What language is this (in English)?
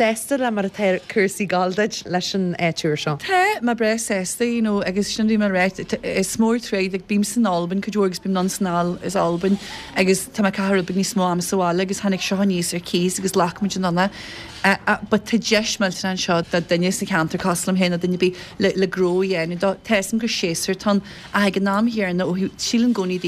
Irish